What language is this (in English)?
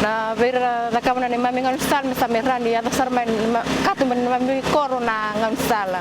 Fijian